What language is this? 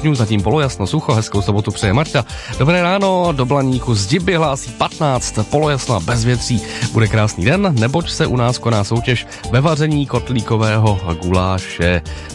Czech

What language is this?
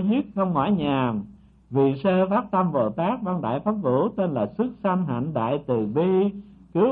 Vietnamese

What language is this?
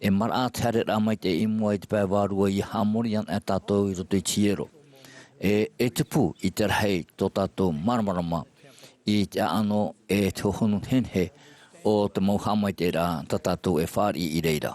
Tahitian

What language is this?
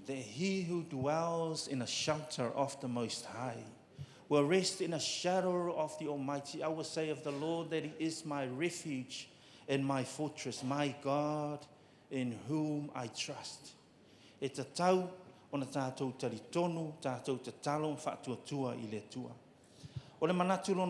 Samoan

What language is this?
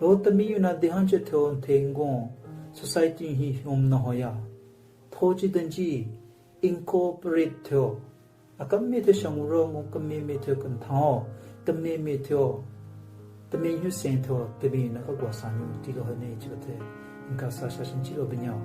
Southern Rengma Naga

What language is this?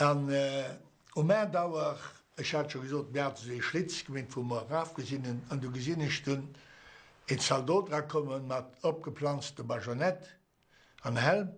Luxembourgish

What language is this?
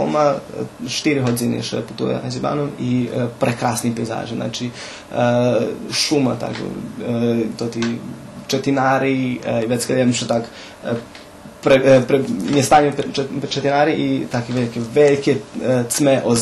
Rusyn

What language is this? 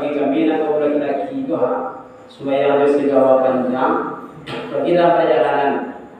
Minangkabau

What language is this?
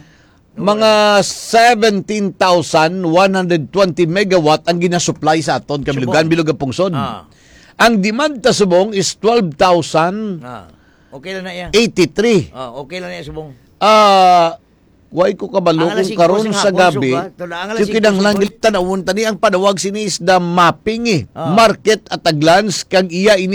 Hiligaynon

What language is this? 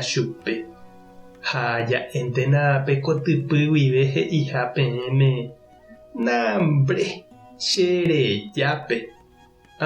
Guarani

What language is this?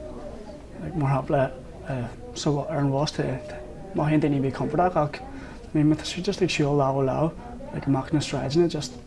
Irish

